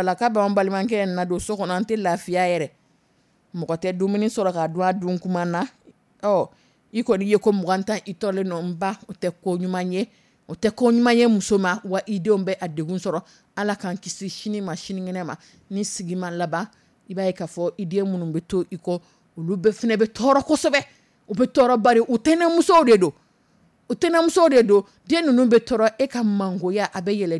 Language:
Dyula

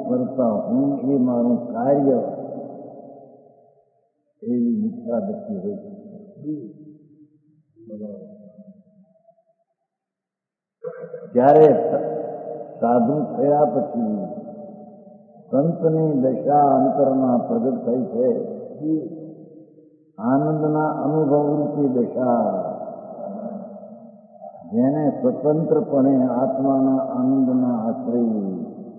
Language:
Gujarati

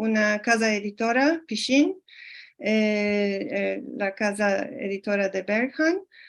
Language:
Ladino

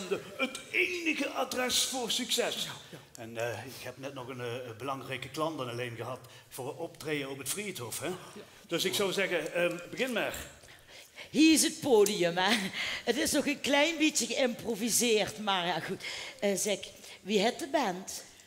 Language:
Limburgish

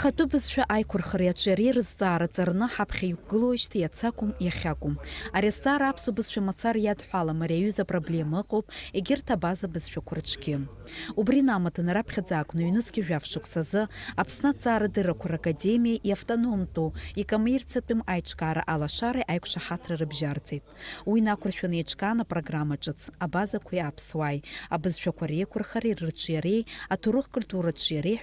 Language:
Abkhazian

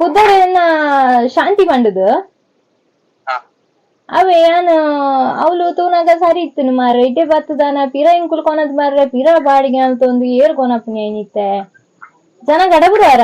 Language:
Tulu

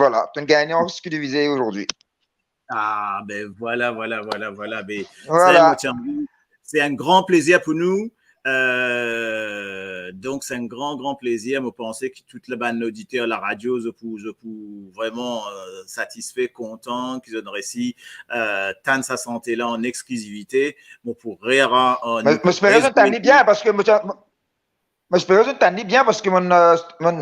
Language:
Morisyen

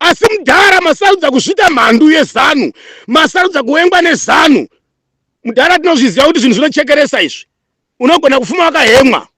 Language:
Shona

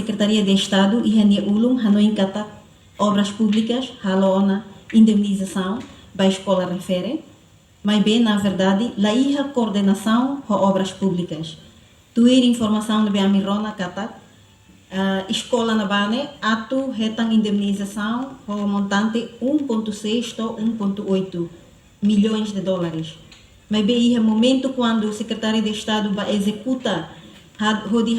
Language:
Tetum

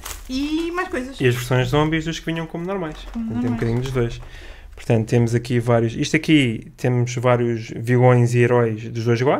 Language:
Portuguese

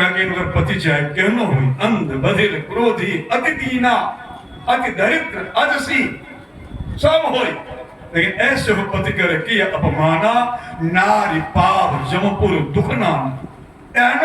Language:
Maithili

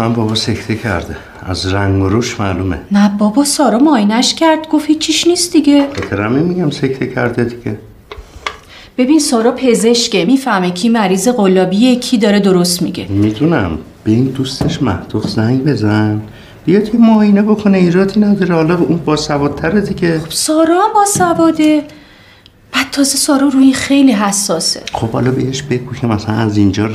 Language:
Persian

